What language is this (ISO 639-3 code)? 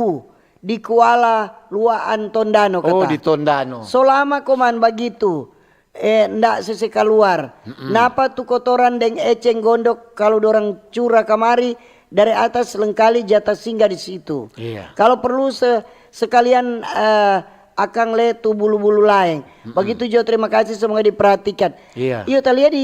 xmm